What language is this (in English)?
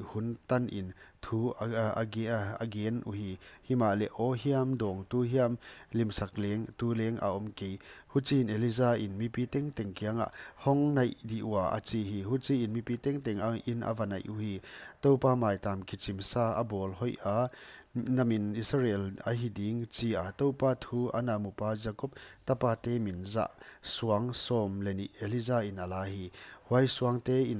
Paite Chin